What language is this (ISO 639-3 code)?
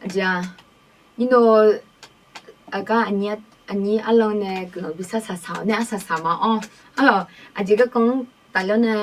ahk